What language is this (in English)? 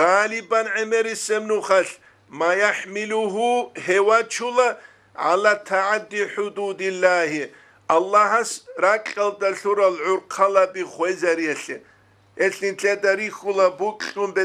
Avaric